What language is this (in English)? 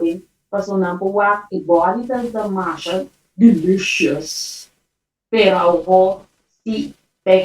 Papiamento